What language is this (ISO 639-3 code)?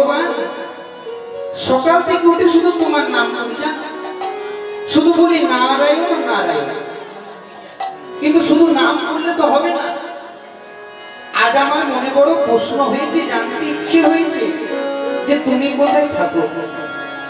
ben